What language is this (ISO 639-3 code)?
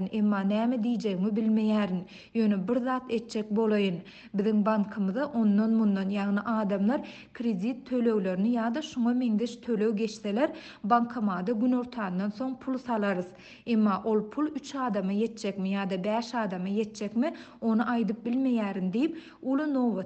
tuk